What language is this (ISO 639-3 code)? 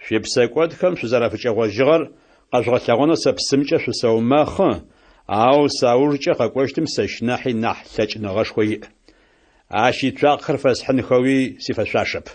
ady